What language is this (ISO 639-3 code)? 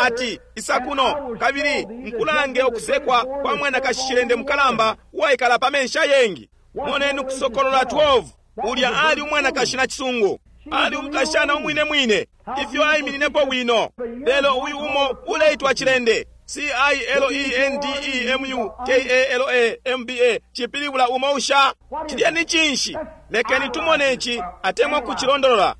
bem